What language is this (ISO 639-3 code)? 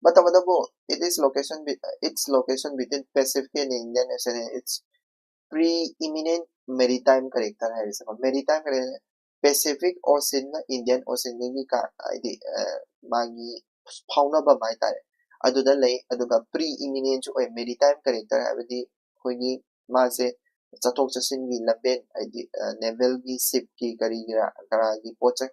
mni